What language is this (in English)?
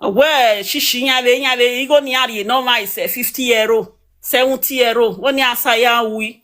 Nigerian Pidgin